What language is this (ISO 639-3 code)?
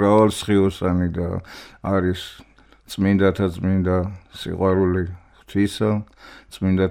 kat